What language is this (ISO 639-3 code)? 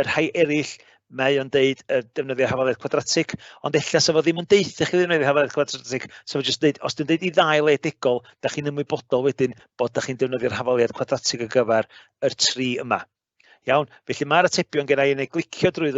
cym